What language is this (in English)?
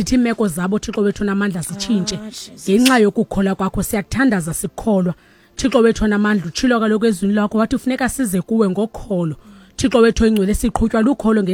Xhosa